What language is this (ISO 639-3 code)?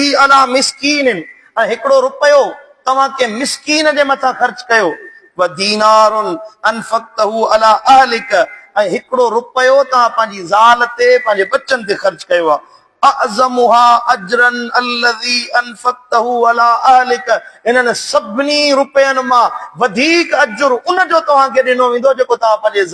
snd